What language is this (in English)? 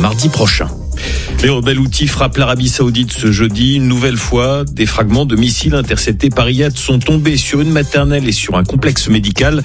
French